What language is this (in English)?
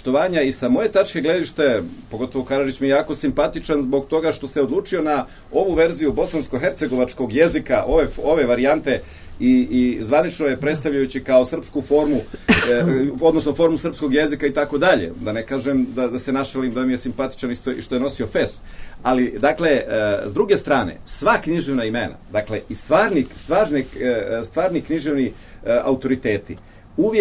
Serbian